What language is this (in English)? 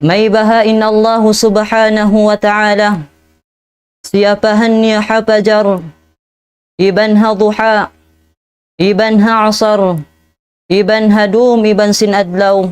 Tausug